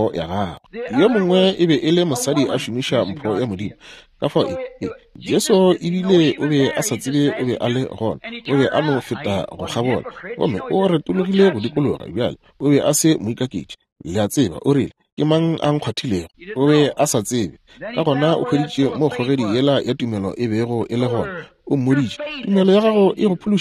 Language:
Northern Sotho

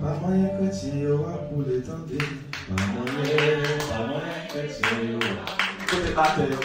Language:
Haitian Creole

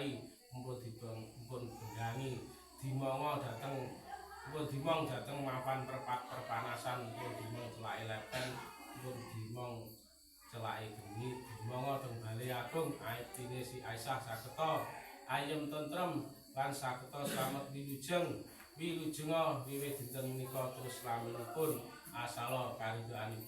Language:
Javanese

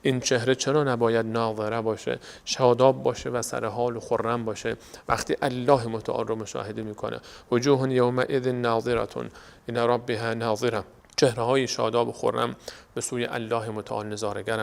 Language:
Persian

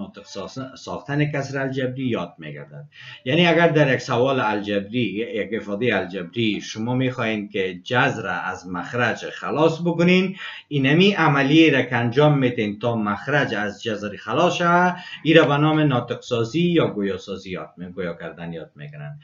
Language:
Persian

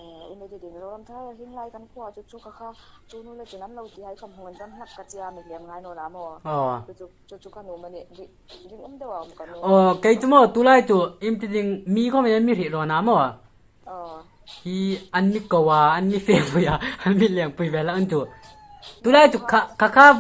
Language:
Hmar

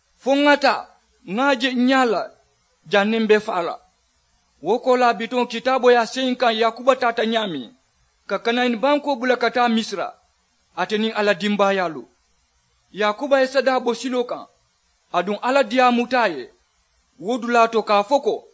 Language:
Mandingo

